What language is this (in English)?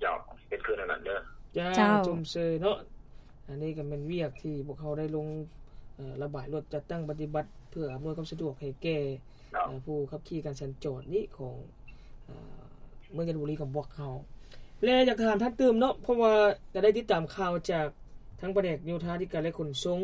Lao